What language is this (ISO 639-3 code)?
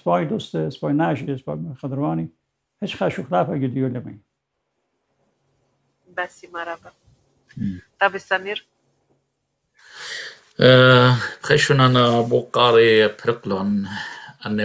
aii